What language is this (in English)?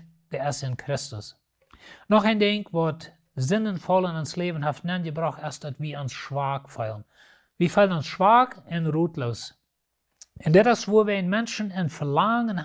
Plautdietsch